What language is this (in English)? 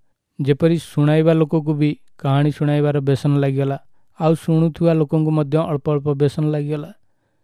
Odia